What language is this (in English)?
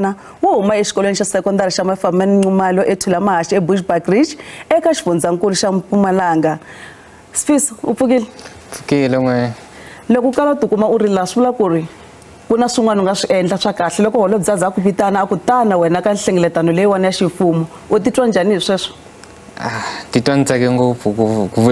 Tsonga